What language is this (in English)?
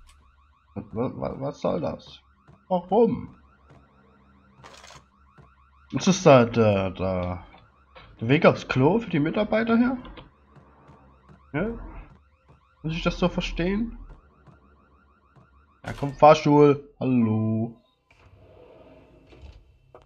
German